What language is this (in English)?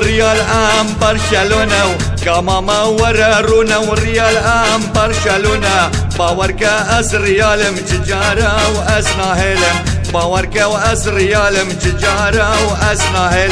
Kurdish